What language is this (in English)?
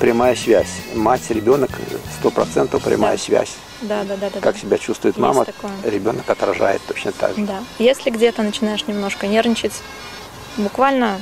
Russian